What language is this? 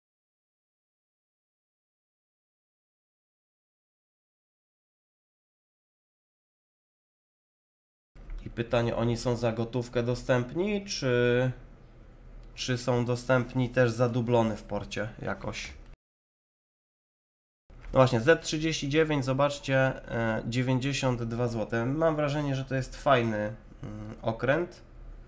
Polish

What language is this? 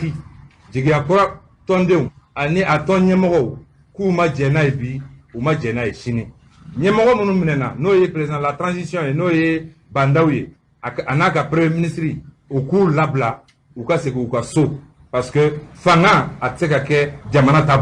Bambara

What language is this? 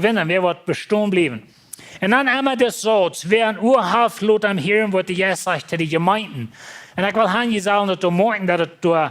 Plautdietsch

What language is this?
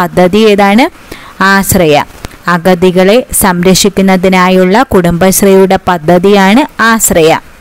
Malayalam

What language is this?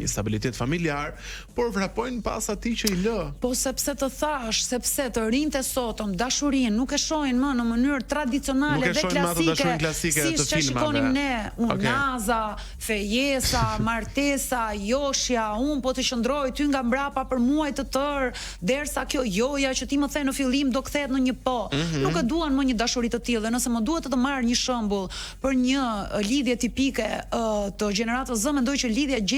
Albanian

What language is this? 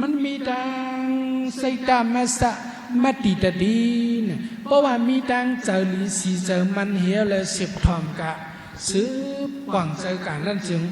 Shan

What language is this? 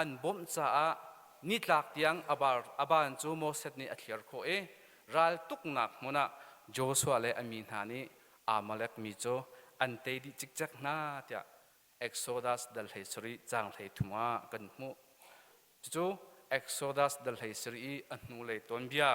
Hakha Chin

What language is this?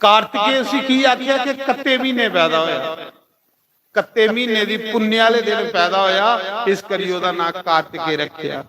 Dogri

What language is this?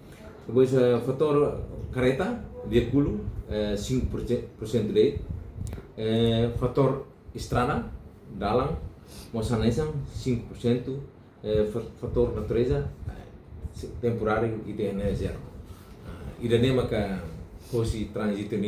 Tetum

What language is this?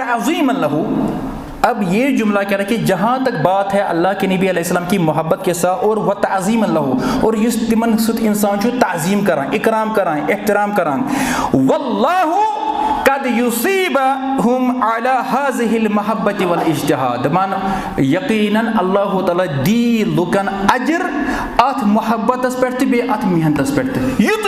Kashmiri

